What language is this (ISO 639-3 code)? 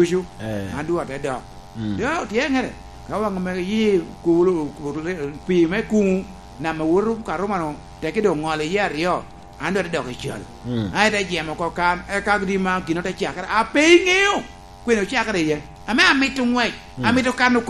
laj